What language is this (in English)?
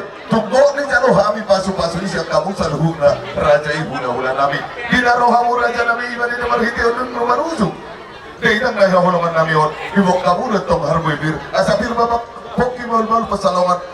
Batak Toba